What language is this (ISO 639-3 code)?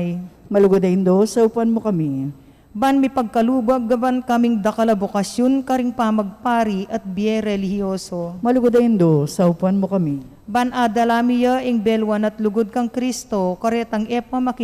pam